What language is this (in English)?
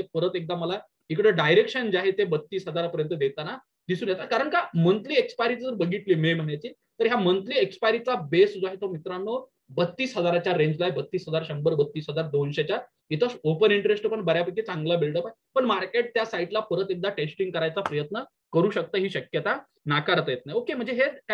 Marathi